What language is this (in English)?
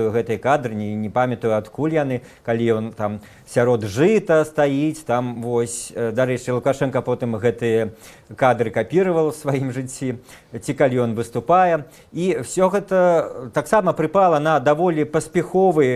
Belarusian